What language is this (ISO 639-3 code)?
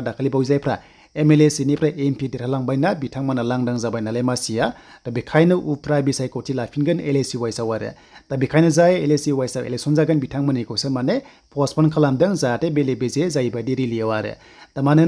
brx